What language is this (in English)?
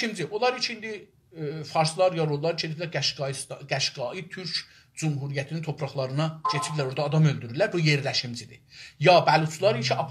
South Azerbaijani